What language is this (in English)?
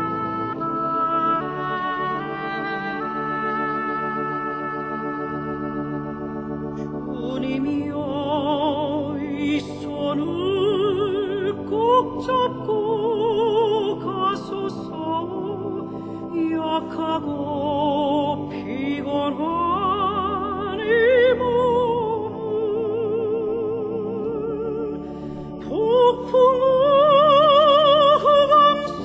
Korean